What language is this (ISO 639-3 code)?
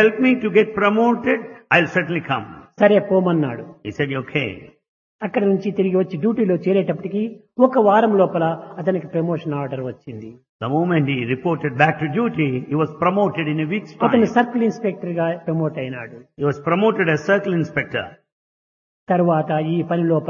tel